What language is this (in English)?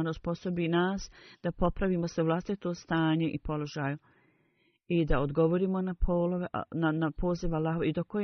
Bosnian